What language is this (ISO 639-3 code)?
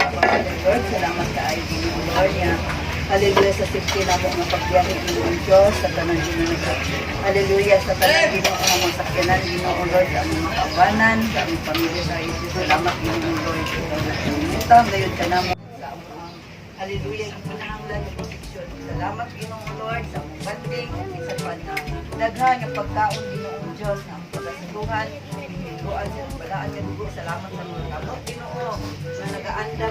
ceb